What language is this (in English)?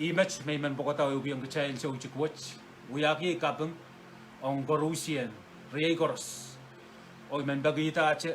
Pohnpeian